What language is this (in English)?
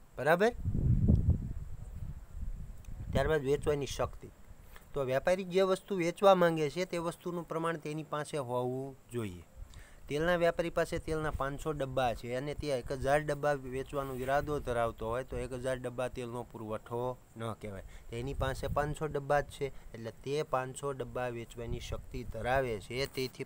Gujarati